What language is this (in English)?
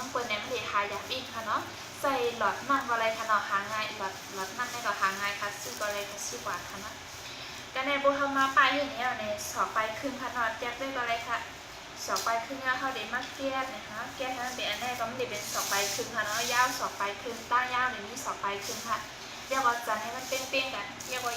Shan